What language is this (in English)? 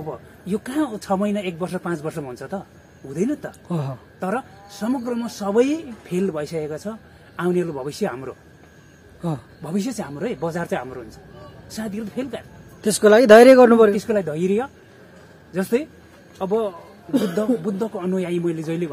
Nepali